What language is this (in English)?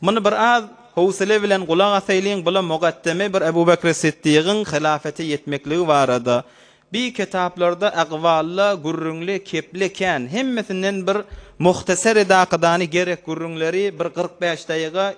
Turkmen